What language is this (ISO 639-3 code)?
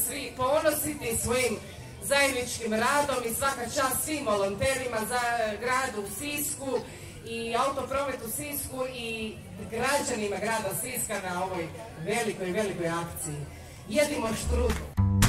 hrv